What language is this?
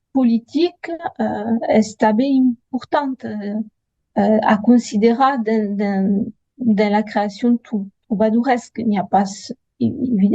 Occitan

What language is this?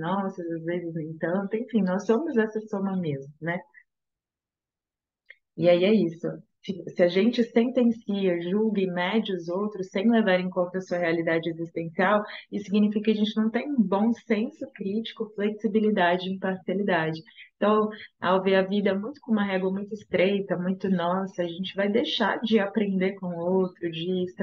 Portuguese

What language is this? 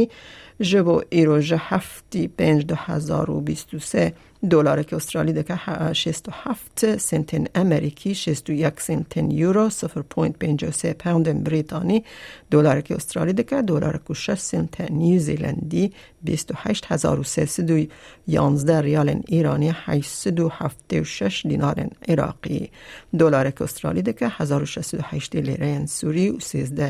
Kurdish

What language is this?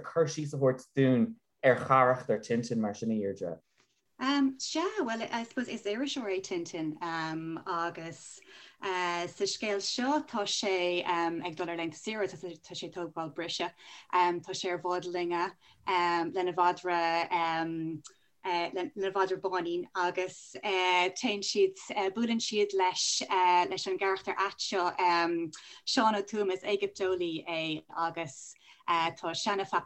Irish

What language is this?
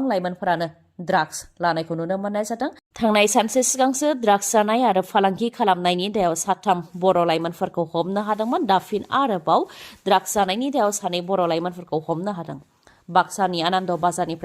Bodo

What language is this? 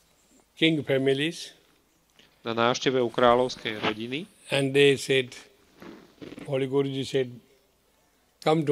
Slovak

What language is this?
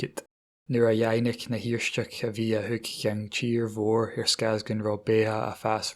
Scottish Gaelic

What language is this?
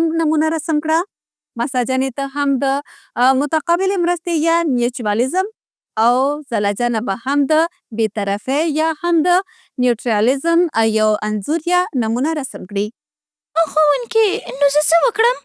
Pashto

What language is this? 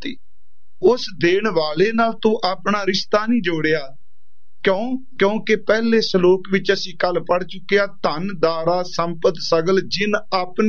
Punjabi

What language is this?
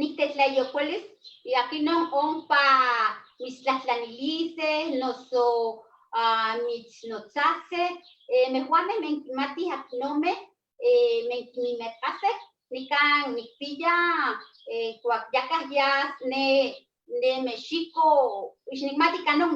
Eastern Huasteca Nahuatl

